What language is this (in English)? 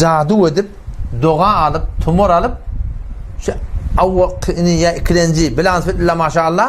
Turkmen